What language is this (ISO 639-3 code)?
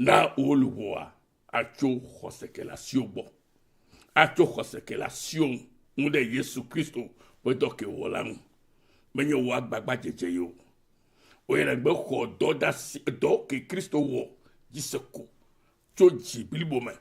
ewe